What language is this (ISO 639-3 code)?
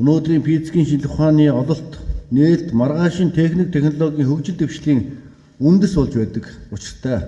mon